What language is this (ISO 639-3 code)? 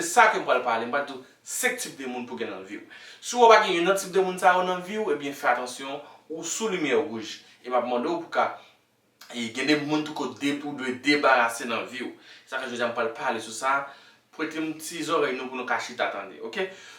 hat